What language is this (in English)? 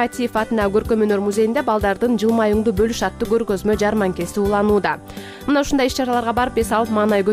Kyrgyz